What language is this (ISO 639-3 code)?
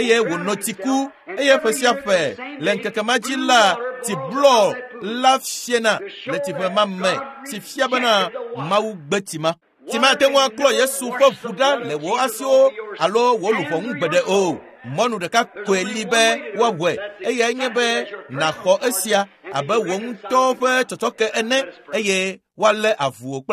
ewe